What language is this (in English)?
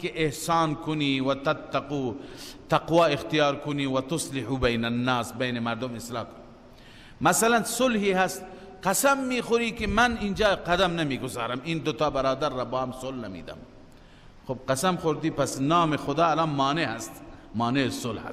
Persian